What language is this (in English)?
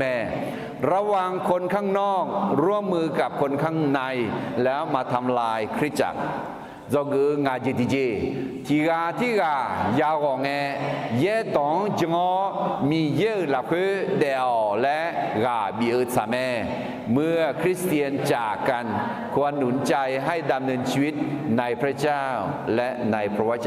Akha